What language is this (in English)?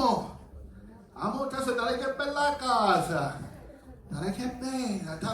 Sicilian